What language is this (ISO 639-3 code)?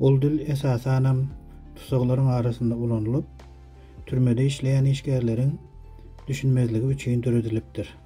tuk